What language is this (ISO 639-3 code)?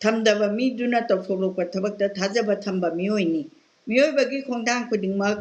mni